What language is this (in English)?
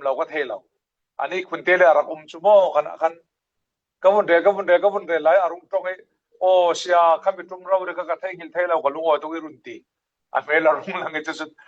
Falam Chin